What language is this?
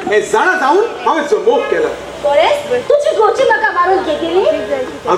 Konkani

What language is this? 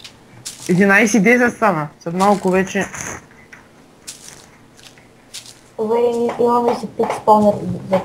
Bulgarian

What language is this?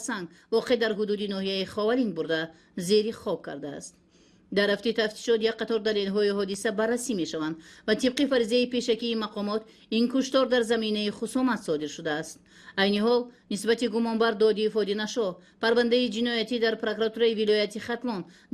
Tajik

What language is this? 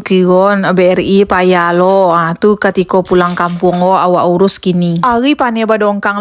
Minangkabau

